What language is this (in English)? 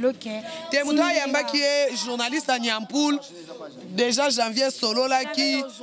Lingala